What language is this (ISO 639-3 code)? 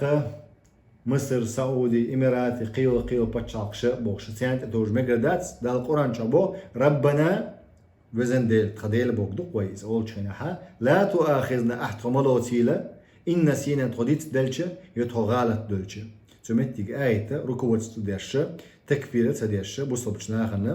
che